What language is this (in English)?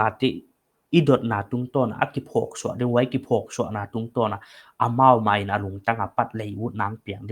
Paite Chin